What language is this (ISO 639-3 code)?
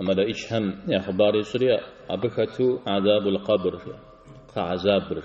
kbd